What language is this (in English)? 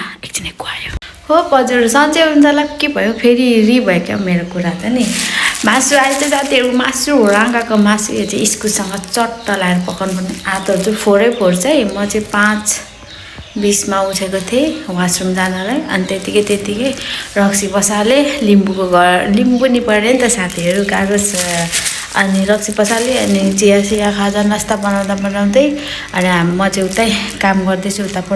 Nepali